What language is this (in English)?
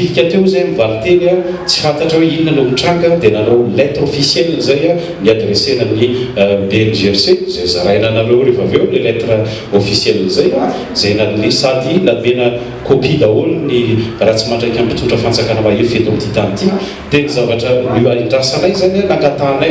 Malagasy